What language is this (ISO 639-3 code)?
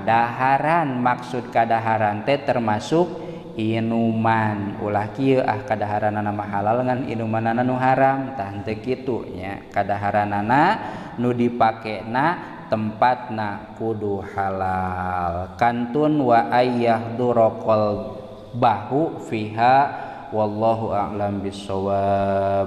sun